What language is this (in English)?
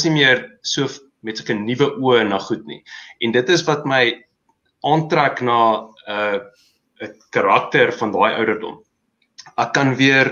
Afrikaans